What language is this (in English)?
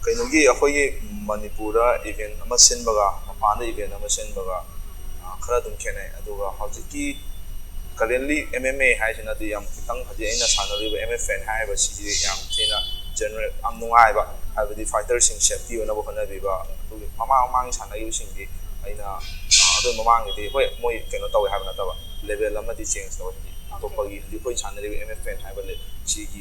Manipuri